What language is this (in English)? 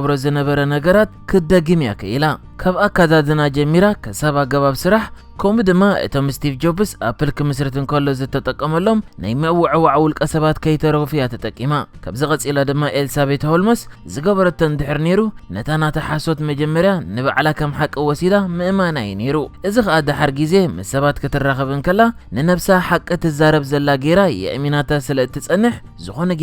Tigrinya